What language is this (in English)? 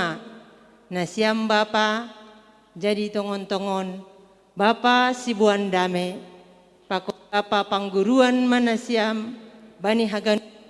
Batak Simalungun